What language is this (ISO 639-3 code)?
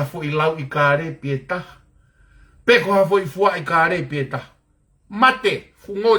ton